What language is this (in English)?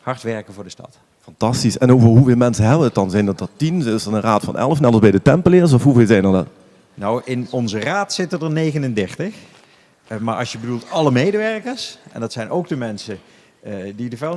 Limburgish